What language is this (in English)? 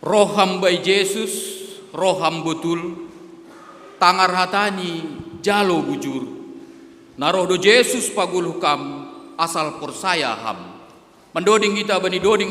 Batak Simalungun